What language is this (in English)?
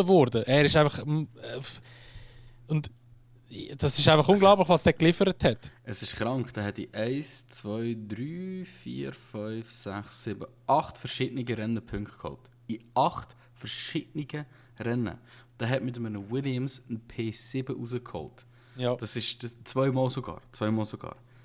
Swiss German